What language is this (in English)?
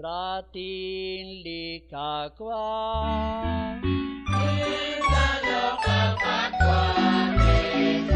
Kekchí